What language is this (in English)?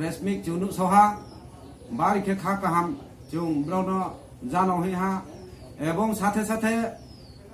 Kok Borok